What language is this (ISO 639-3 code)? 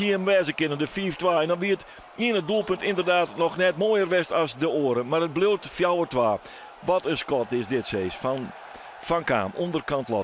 fry